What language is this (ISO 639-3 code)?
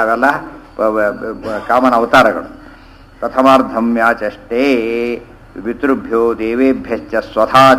kan